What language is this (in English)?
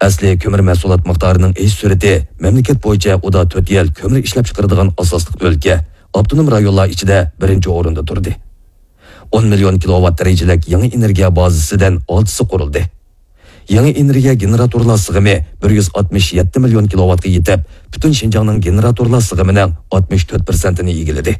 Uyghur